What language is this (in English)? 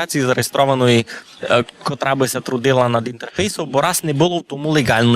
Rusyn